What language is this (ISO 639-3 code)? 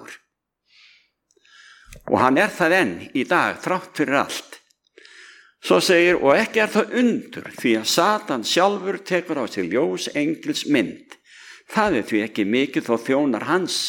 isl